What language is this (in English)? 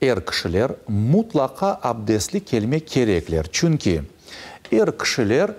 Crimean Tatar